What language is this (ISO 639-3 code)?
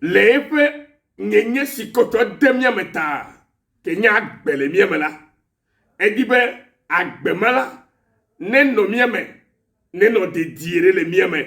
ewe